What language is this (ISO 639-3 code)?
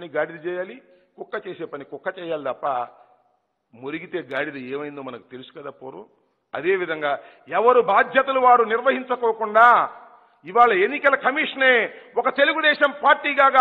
tel